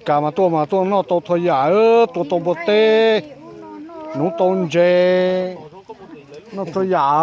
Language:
Hmong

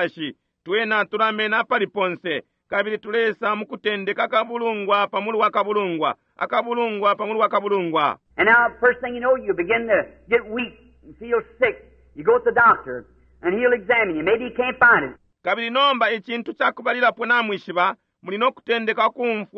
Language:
Bemba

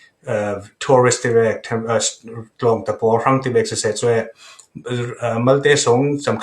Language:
Falam Chin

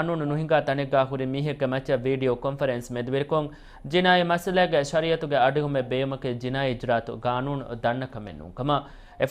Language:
Divehi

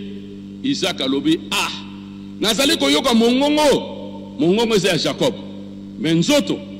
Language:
Lingala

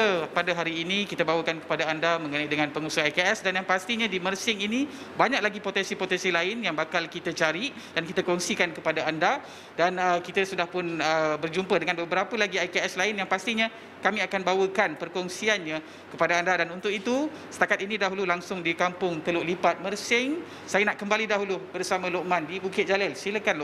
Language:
Malay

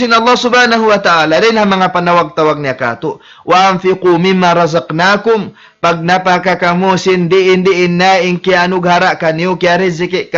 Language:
Tausug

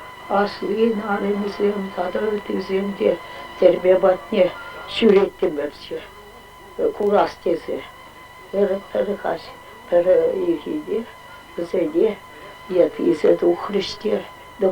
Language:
Chuvash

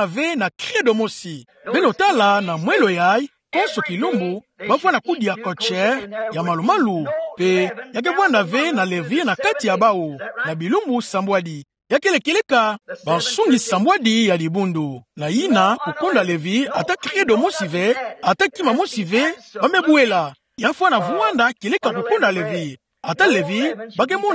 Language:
Kituba (Democratic Republic of Congo)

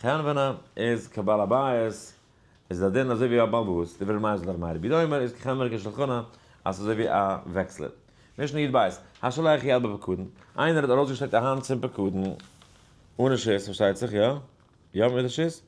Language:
Yiddish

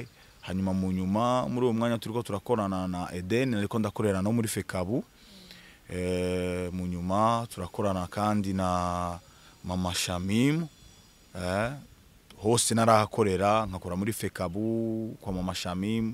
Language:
Rundi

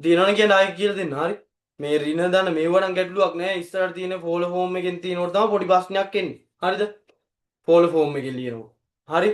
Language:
Sinhala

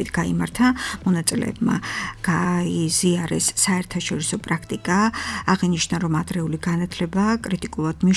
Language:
Georgian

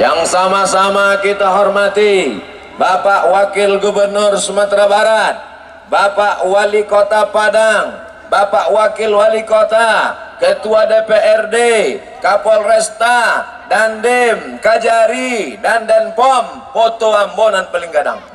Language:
Minangkabau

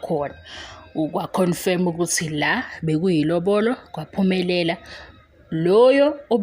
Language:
Zulu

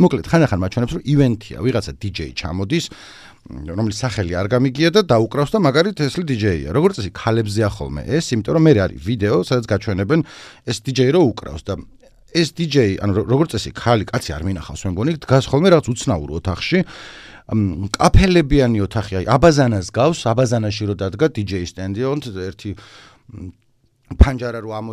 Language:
Georgian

